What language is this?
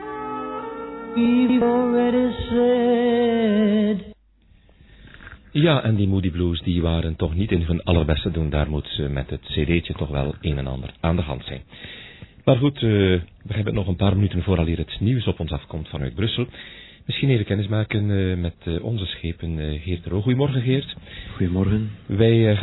Dutch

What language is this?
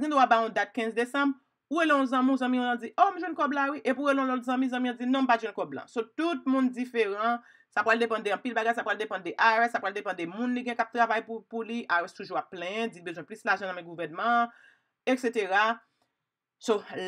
Haitian Creole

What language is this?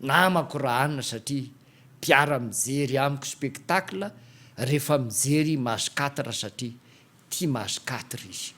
Malagasy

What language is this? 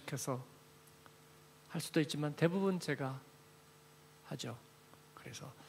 Korean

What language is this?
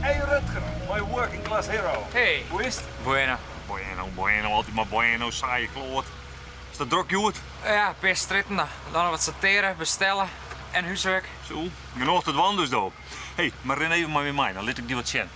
Western Frisian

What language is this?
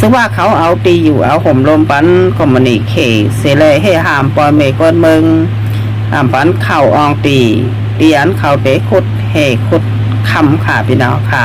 Shan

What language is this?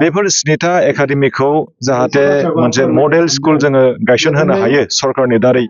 Bodo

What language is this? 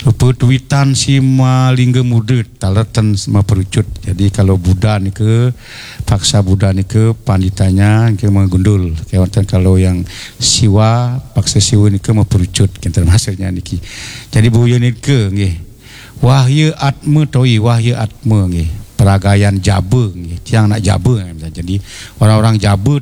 Balinese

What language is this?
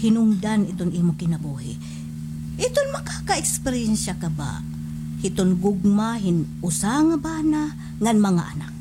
Waray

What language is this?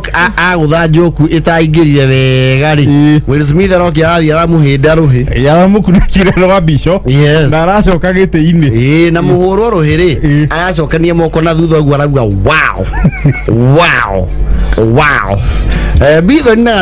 Kikuyu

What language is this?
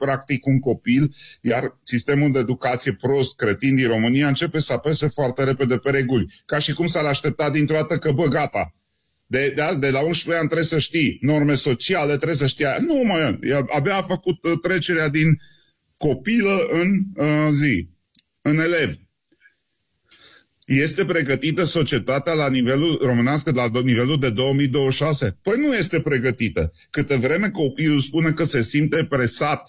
Romanian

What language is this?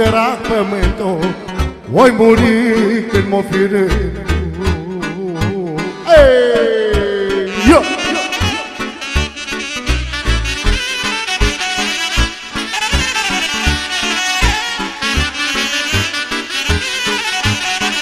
Romanian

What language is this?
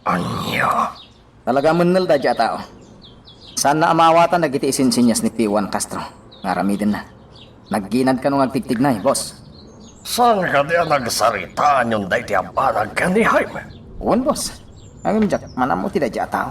Iloko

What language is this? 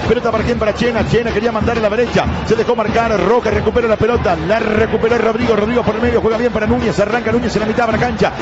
Spanish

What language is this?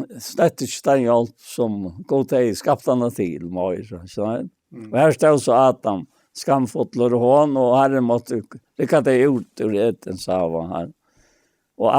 Faroese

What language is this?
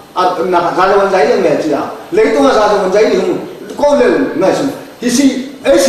Tedim Chin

